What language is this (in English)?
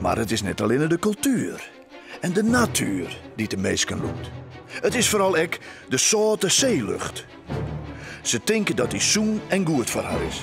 Western Frisian